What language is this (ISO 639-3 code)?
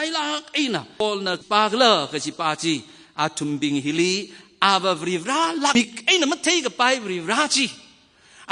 nmf